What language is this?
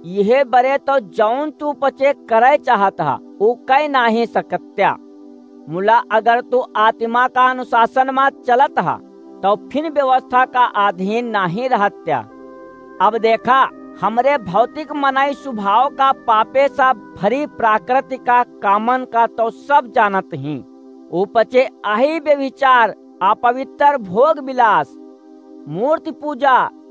Awadhi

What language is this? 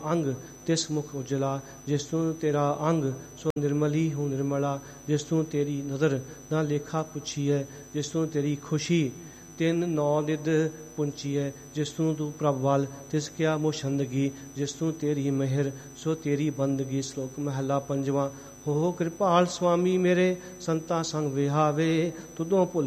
Punjabi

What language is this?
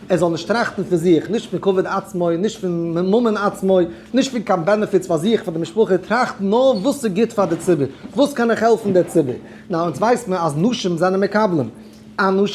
Yiddish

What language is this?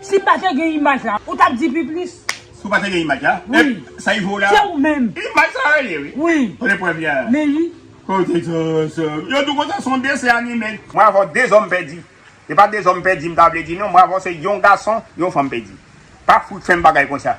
Haitian Creole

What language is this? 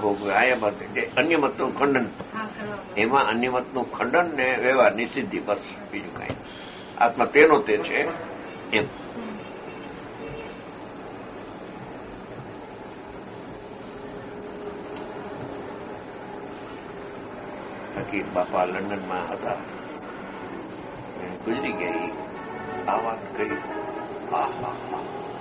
Gujarati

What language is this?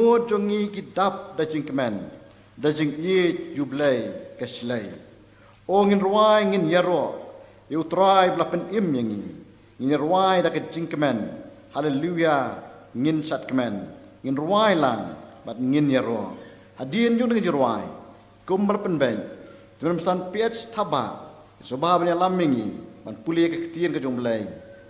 Khasi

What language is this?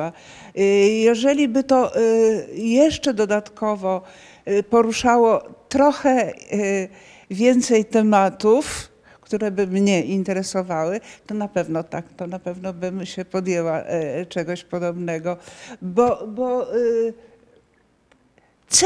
Polish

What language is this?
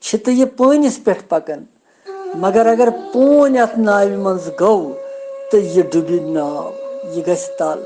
Kashmiri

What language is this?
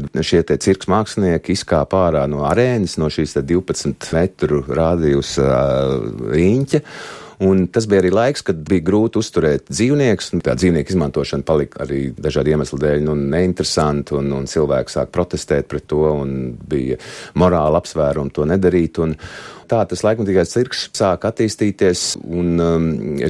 Latvian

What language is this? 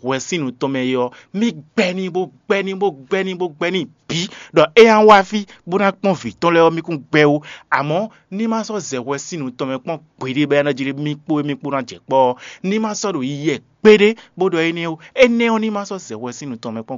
Fon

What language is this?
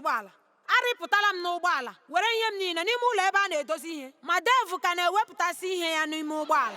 Igbo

